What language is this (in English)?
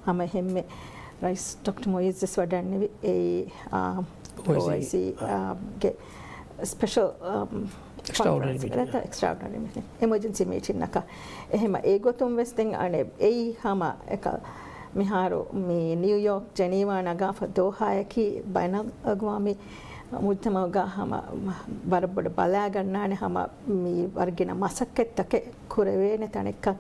Divehi